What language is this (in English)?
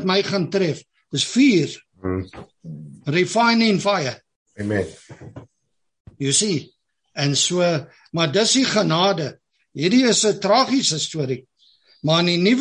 Afrikaans